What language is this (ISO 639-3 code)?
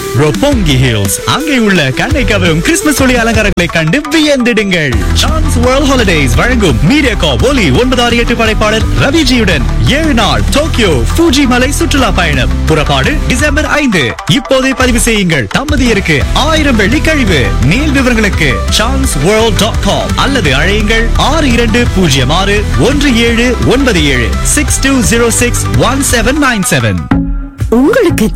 tam